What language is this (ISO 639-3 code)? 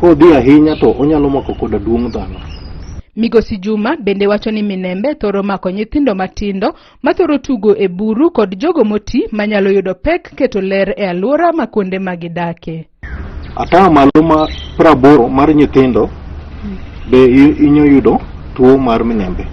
luo